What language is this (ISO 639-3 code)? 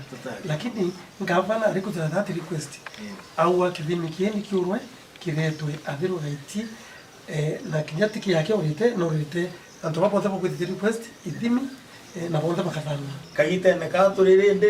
mer